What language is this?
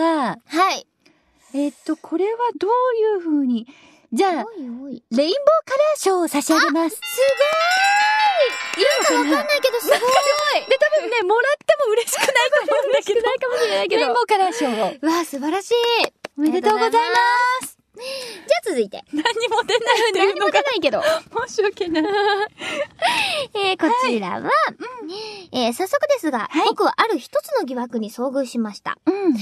Japanese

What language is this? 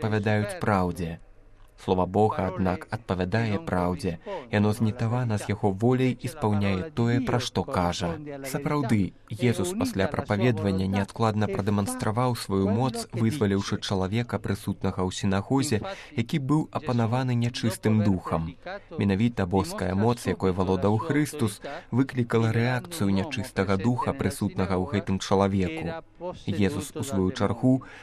Belarusian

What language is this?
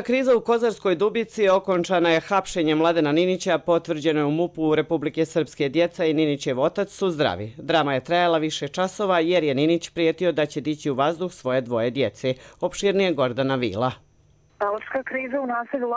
Croatian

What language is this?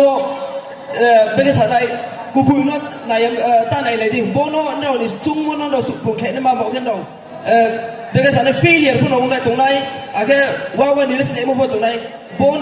Riang (India)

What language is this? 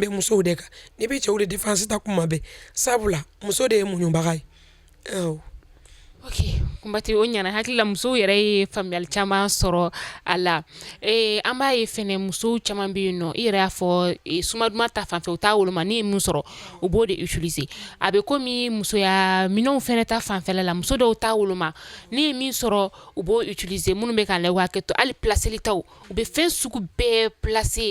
Bambara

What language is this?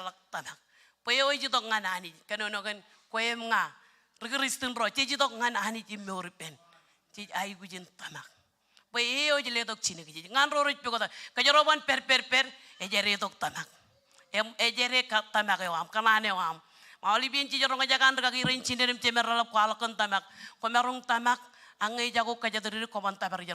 Marshallese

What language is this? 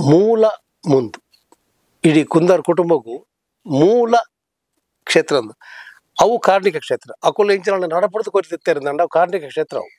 Tulu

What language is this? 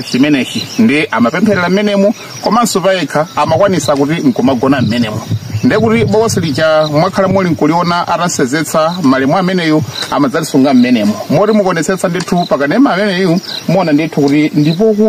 Nyanja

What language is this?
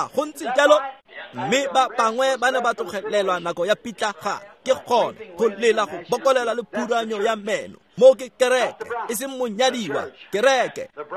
Tswana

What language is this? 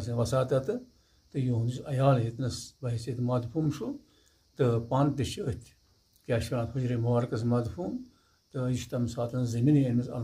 Kashmiri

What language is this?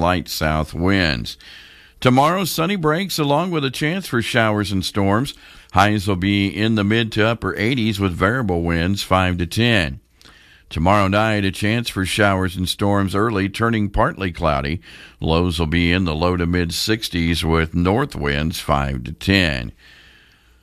English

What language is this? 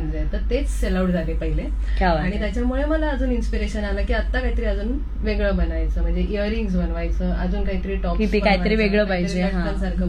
Marathi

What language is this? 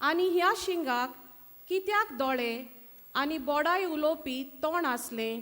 Konkani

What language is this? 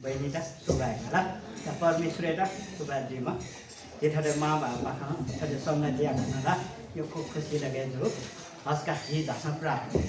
Newari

